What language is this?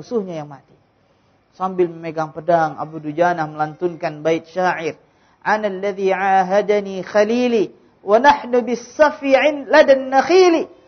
Indonesian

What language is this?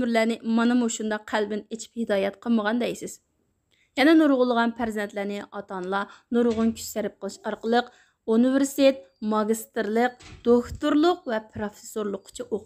Uyghur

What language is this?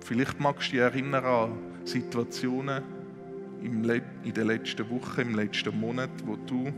Swiss German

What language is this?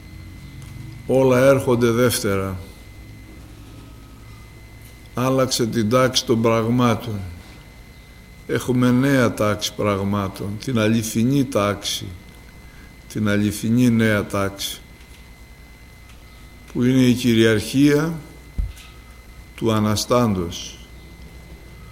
Greek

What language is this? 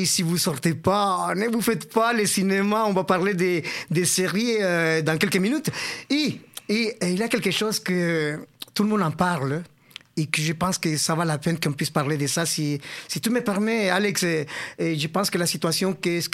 French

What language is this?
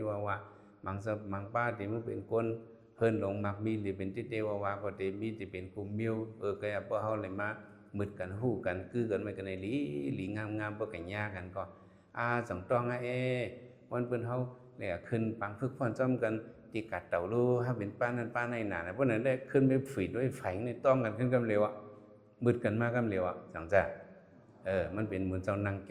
Shan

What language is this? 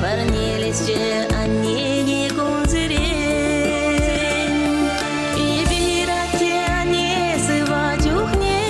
Chuvash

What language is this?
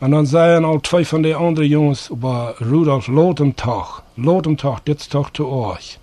Plautdietsch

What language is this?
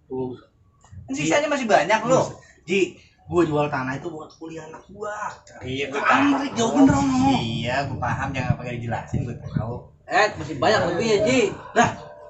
Betawi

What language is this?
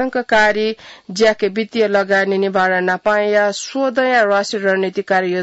Newari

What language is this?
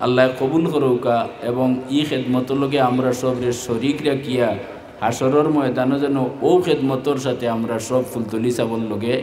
Sylheti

